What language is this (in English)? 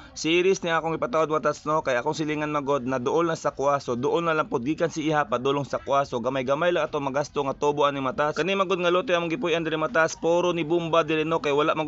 Cebuano